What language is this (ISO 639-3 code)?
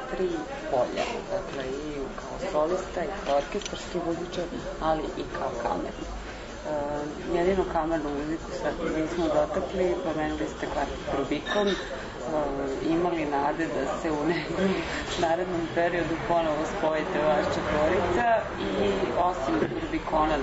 srp